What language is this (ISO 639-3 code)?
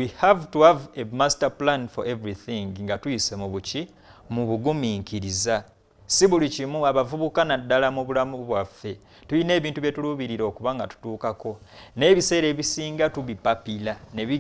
lug